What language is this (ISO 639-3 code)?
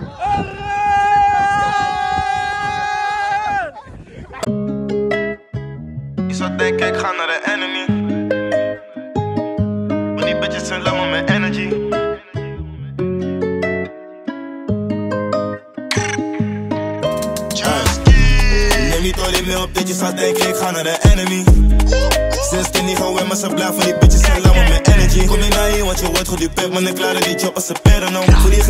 nld